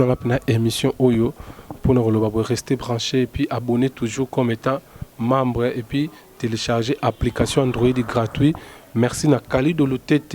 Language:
Lingala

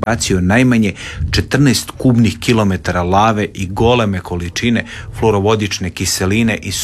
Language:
Croatian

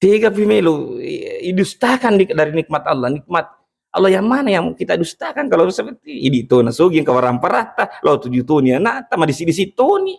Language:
Buginese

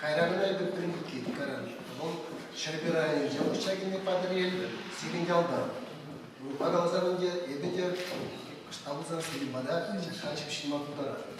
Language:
Chuvash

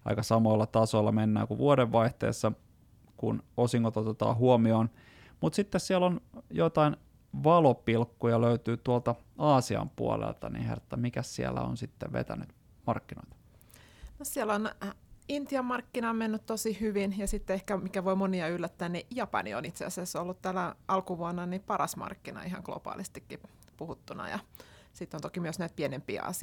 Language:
Finnish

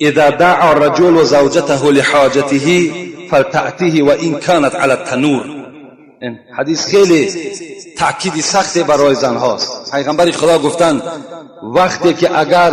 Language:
Tajik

